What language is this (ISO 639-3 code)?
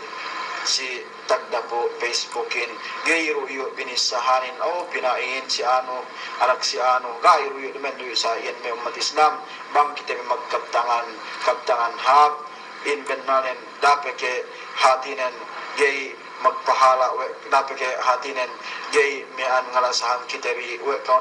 yka